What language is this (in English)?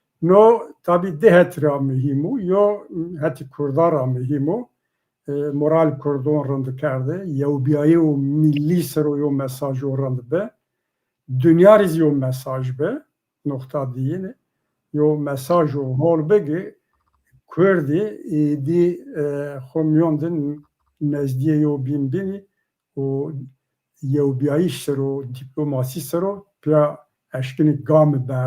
Zaza